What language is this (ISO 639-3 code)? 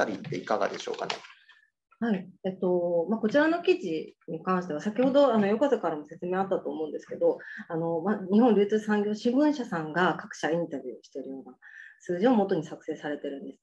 jpn